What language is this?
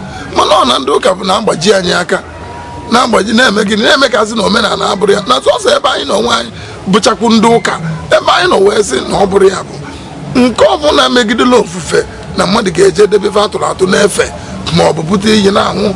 Igbo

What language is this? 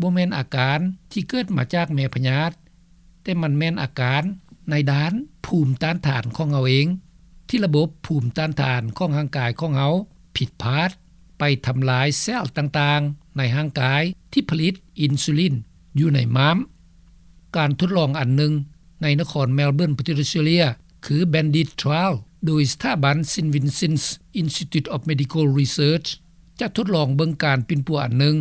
Lao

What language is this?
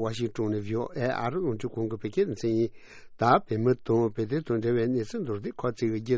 Tibetan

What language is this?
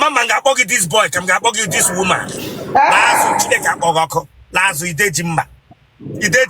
Igbo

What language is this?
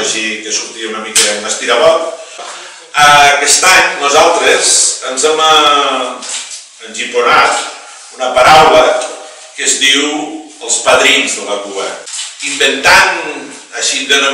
Catalan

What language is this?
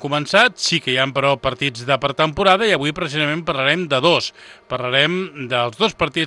Catalan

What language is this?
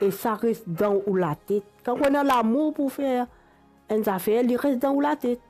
Morisyen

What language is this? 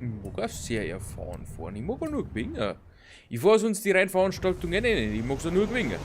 Bavarian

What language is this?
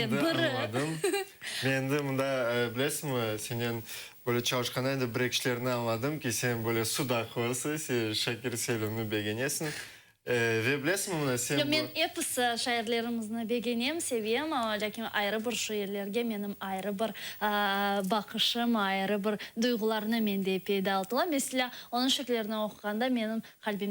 Crimean Tatar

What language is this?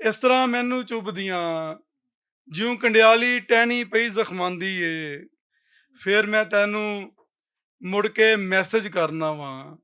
Western Panjabi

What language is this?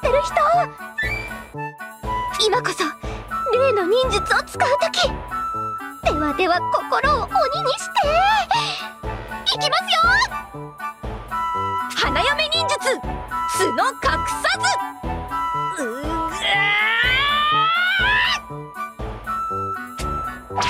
Japanese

